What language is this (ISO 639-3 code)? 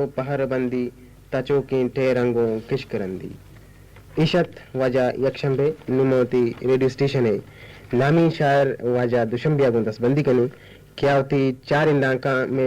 bgp